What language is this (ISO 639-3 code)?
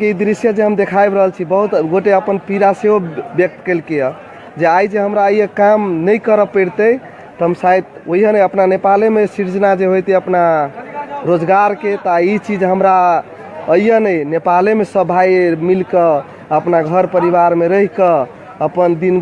mai